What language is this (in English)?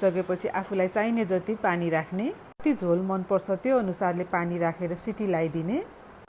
Nepali